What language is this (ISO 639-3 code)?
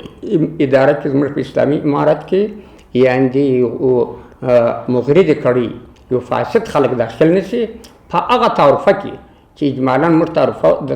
pus